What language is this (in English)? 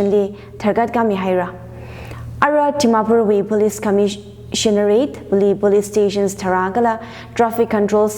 Tangkhul Naga (India)